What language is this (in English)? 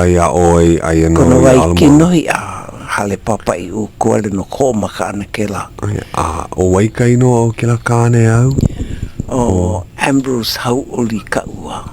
Hawaiian